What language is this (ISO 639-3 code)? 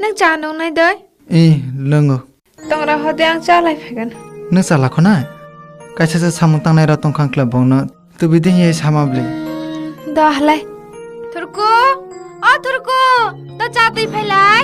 trp